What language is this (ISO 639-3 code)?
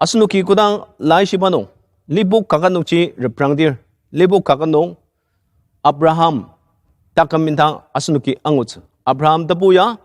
njo